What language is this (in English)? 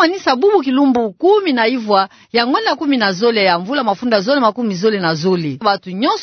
Kituba (Democratic Republic of Congo)